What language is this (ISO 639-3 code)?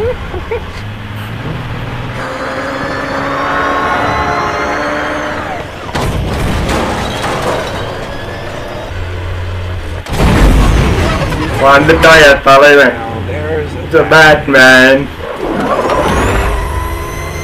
tam